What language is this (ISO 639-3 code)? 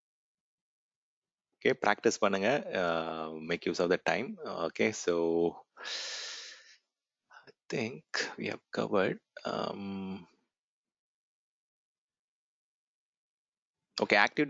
tam